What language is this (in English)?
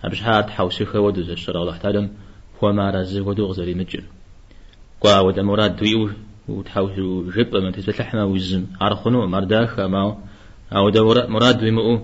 Kabardian